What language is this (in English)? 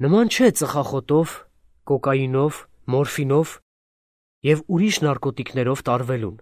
Armenian